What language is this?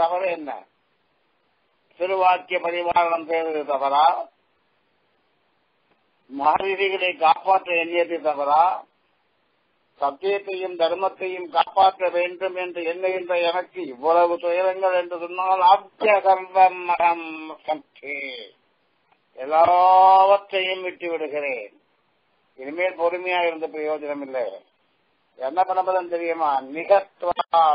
Tamil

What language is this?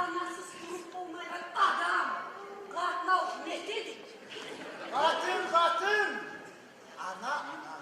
Kumyk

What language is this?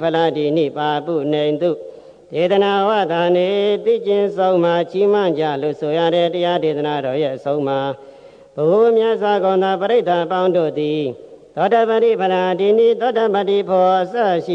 Burmese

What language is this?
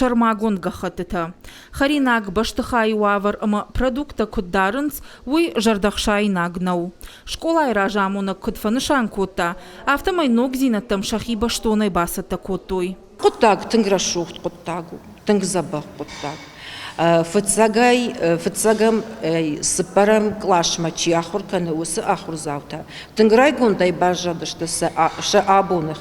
Ossetic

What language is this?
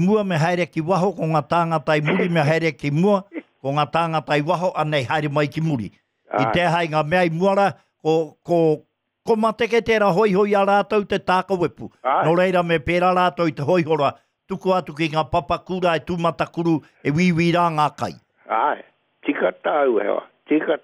Māori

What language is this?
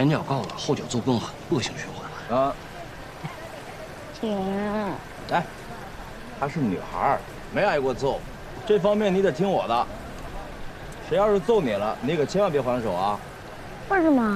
Chinese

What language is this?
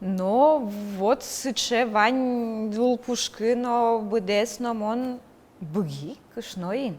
Udmurt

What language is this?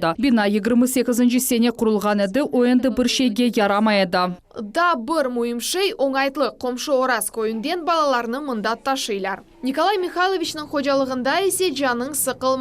Crimean Tatar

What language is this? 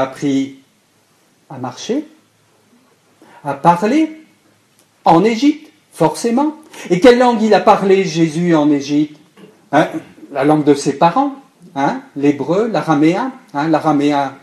French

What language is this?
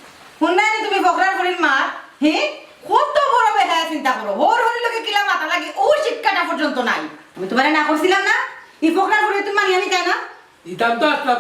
Sylheti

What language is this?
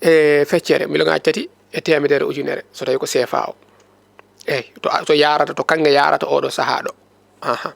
Fula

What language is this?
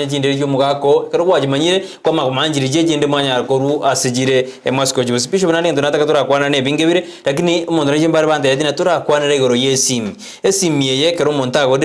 Gusii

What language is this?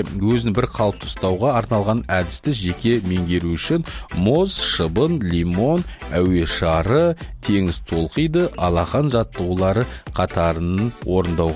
Kazakh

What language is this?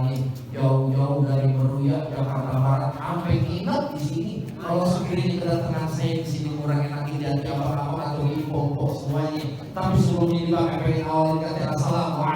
Betawi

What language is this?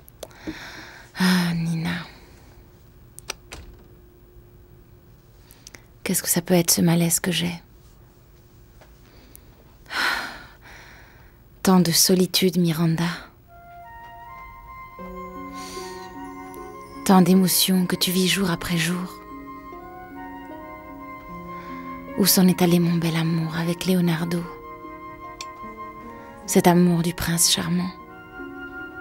French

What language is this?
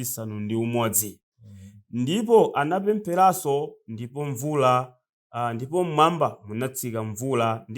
Nyanja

